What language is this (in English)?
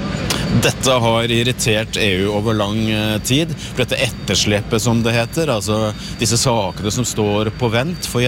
Norwegian